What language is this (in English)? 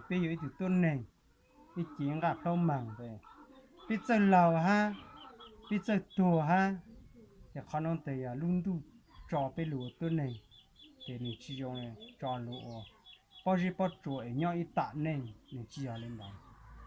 Hmong